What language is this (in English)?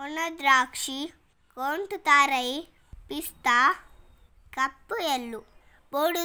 Tulu